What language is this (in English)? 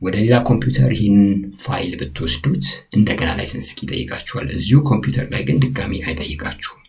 Amharic